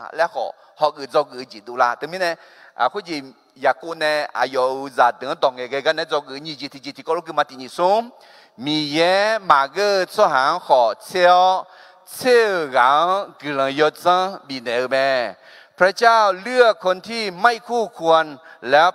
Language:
Akha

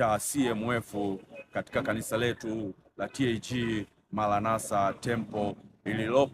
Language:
Swahili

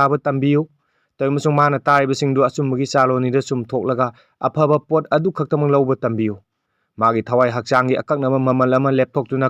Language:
Manipuri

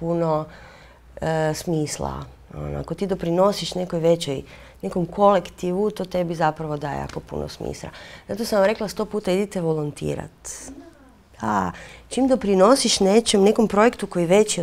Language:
Croatian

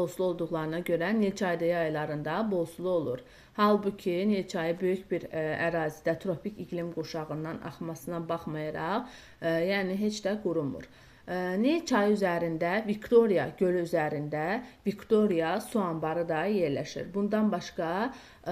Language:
Azerbaijani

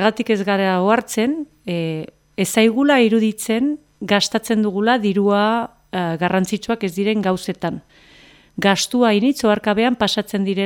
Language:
Basque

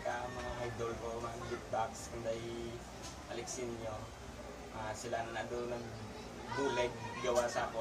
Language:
Hiligaynon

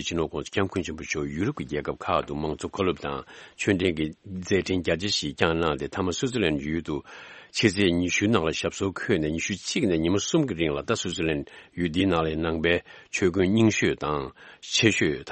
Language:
Tibetan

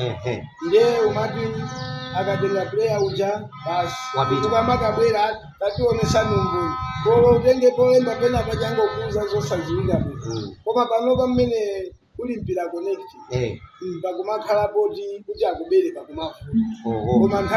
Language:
Nyanja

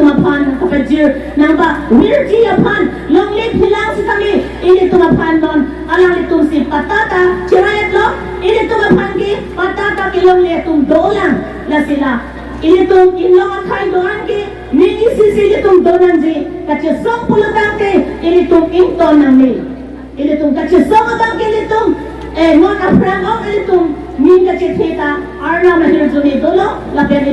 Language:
Karbi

